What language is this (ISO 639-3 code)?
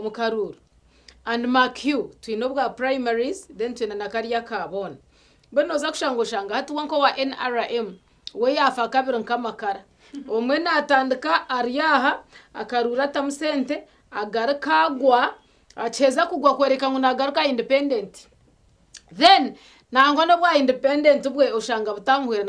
nyn